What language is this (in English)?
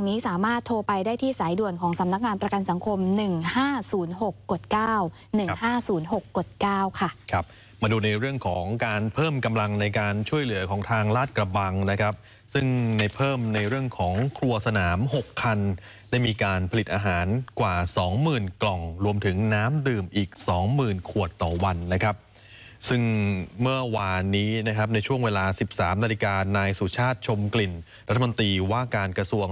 Thai